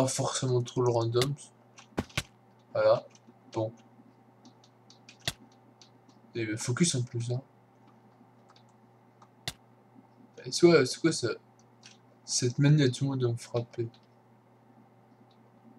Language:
French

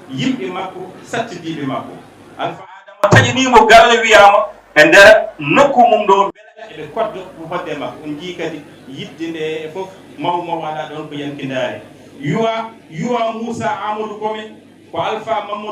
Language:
Fula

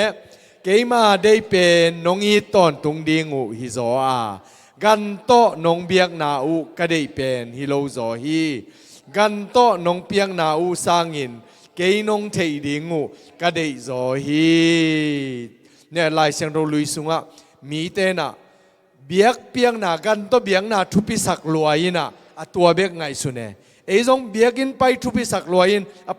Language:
Tedim Chin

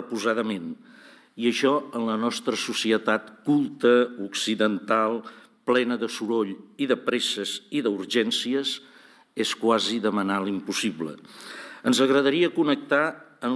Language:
Catalan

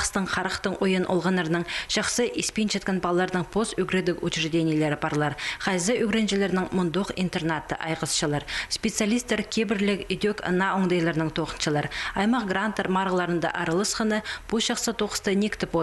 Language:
Khakas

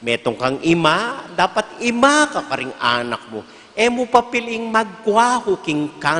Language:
Pampanga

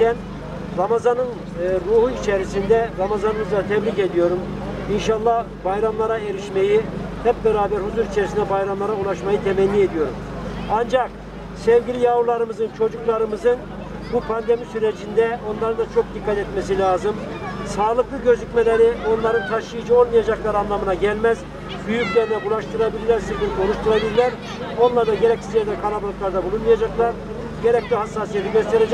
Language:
Turkish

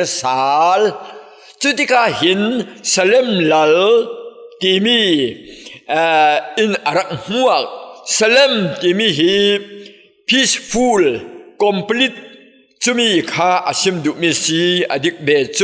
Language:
Falam Chin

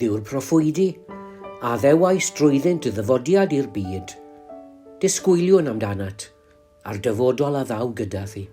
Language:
Welsh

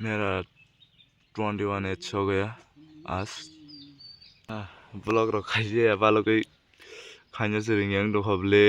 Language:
Kok Borok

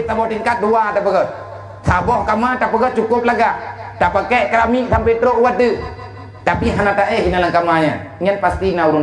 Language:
Achinese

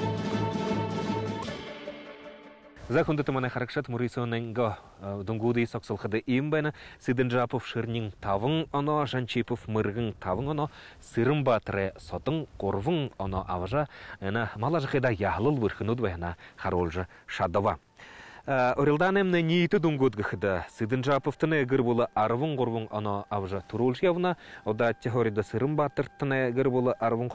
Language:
Buriat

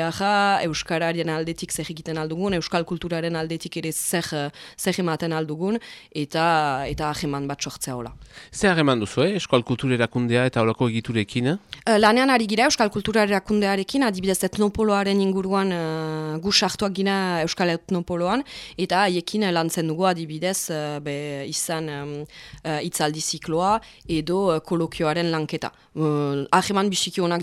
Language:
Basque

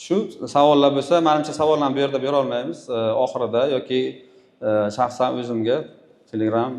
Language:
Uzbek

